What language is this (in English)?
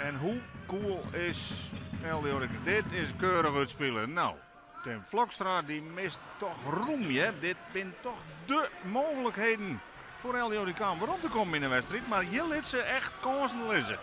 Western Frisian